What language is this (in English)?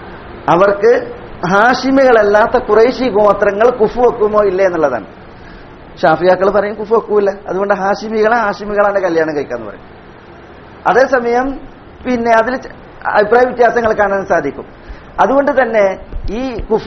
Malayalam